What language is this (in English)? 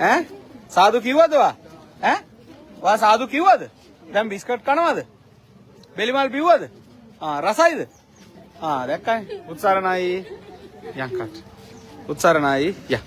Sinhala